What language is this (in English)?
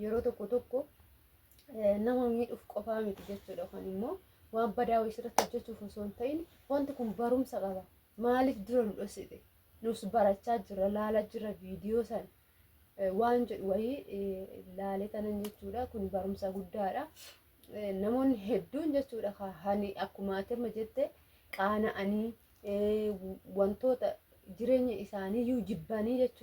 Oromo